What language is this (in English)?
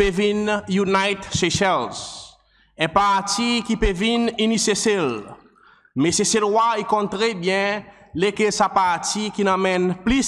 Seselwa Creole French